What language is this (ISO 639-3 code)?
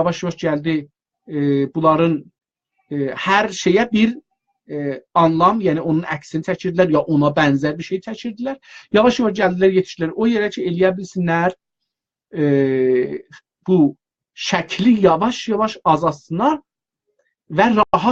azb